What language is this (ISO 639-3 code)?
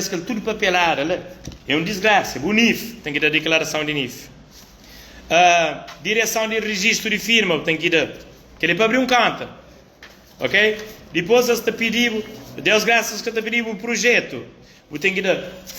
kea